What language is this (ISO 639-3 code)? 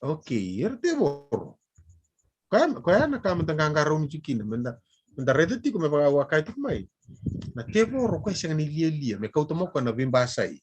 fij